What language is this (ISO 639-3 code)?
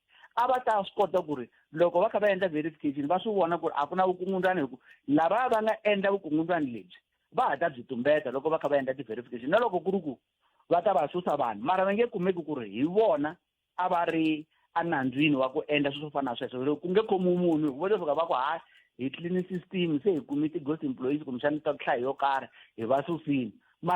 tso